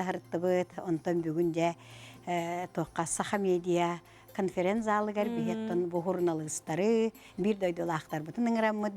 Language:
Yakut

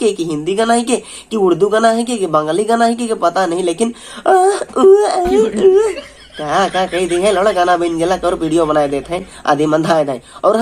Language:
Sadri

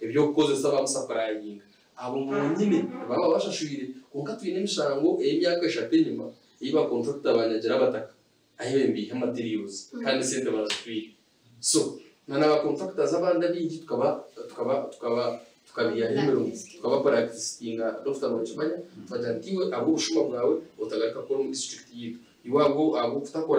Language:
Nyankole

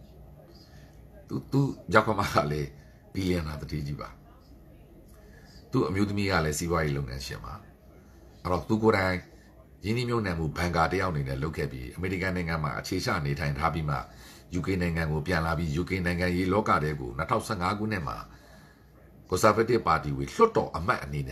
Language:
Burmese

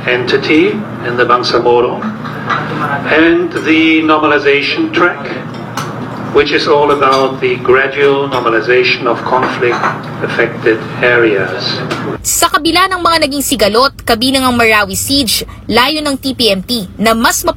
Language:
Filipino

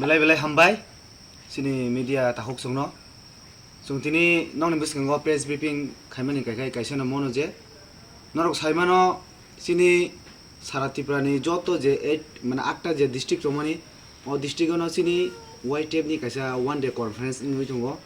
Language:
Kok Borok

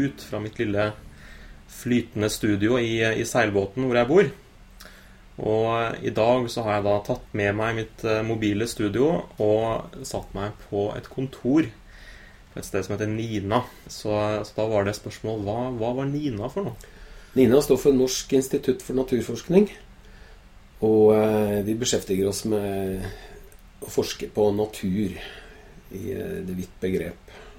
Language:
Norwegian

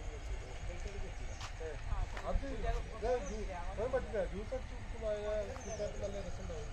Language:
Malayalam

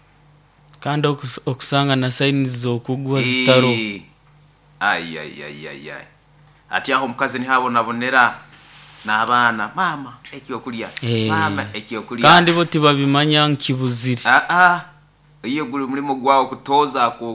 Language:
Nyoro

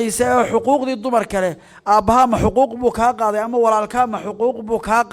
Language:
Somali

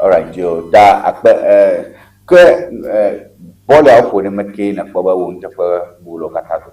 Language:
Ewe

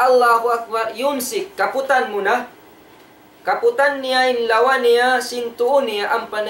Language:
Tausug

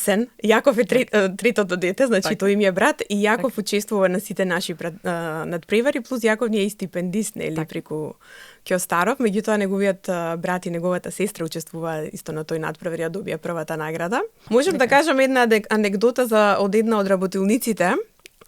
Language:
Macedonian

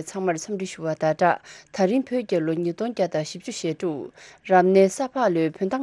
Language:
Tibetan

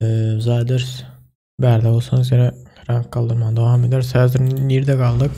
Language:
Turkmen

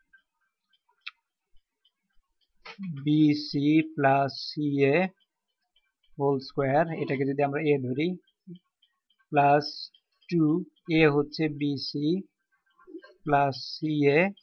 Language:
Bangla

